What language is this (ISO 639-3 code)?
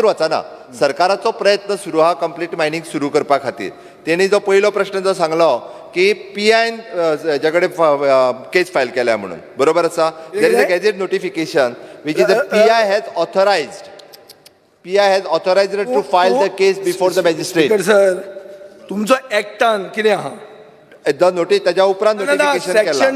kok